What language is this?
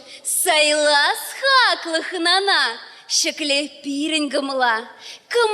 Chuvash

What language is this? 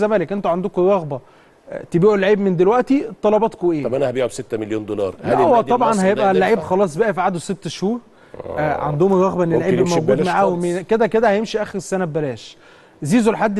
Egyptian Arabic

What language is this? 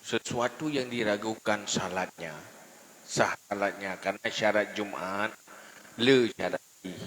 Achinese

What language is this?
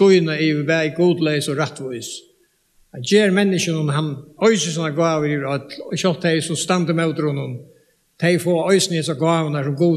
Faroese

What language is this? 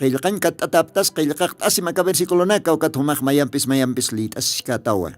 Aymara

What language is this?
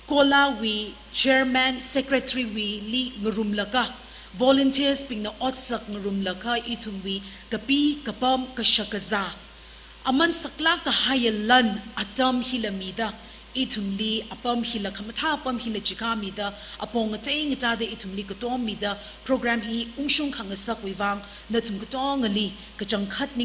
Tangkhul Naga (India)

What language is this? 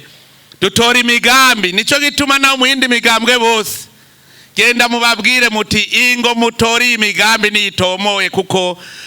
Rundi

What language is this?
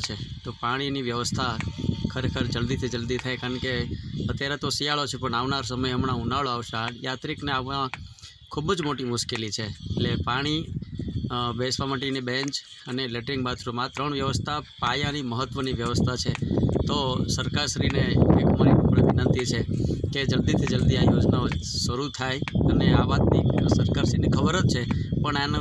Gujarati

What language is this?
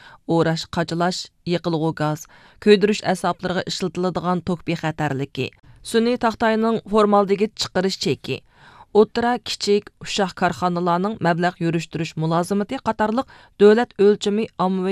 Uyghur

